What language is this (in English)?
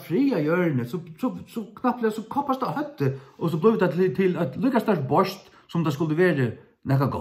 Faroese